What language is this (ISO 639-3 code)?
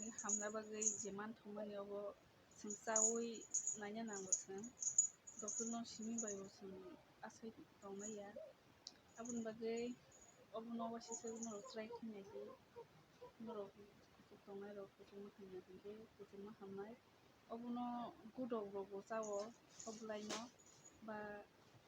trp